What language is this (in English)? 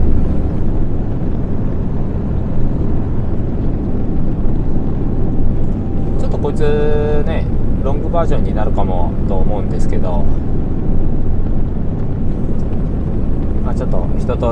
Japanese